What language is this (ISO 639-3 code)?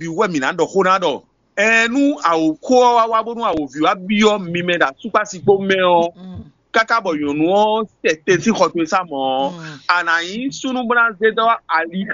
fon